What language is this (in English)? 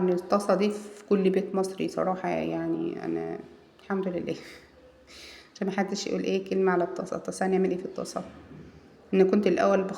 Egyptian Arabic